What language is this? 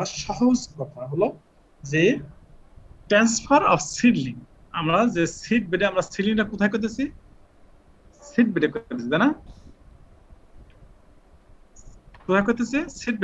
Bangla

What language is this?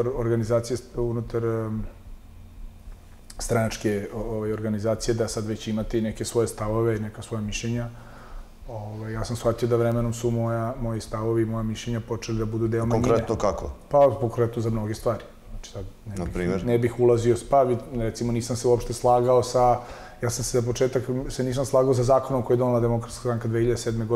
Serbian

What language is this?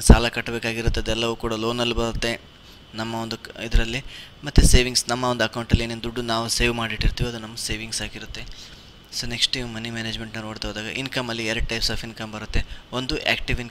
Kannada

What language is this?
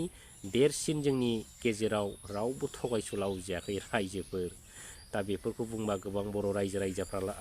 Bodo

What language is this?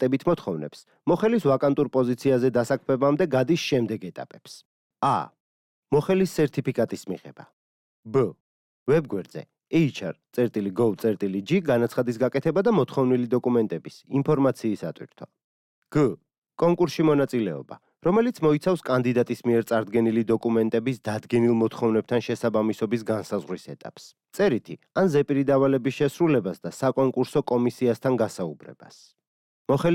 Georgian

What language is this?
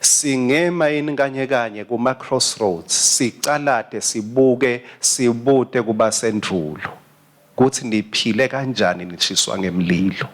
Swati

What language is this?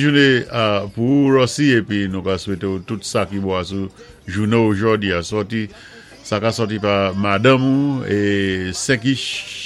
Saint Lucian Creole French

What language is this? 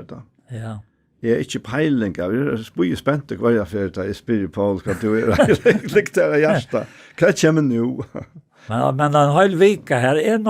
Faroese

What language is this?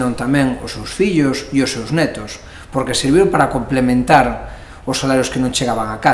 Galician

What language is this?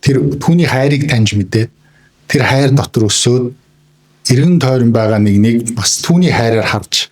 Mongolian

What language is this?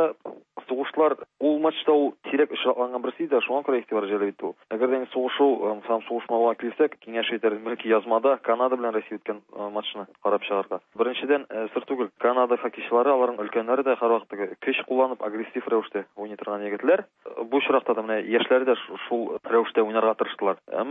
Tatar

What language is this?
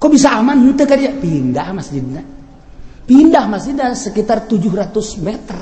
Sundanese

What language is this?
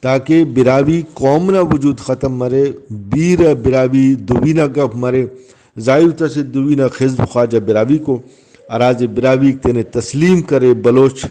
Brahui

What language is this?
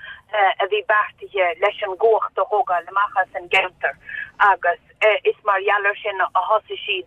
Irish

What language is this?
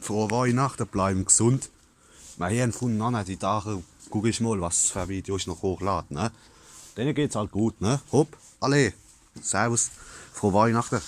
Palatine German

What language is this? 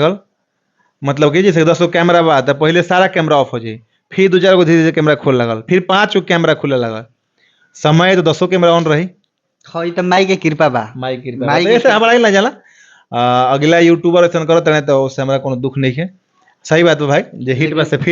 Bhojpuri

